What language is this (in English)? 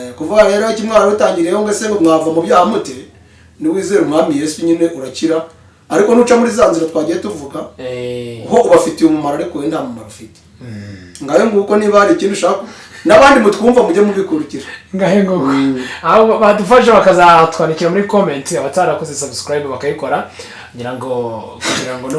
Kinyarwanda